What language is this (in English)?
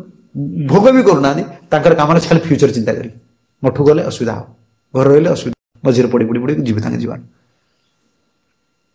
Odia